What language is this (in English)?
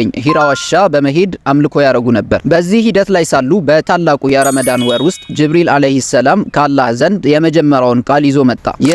Amharic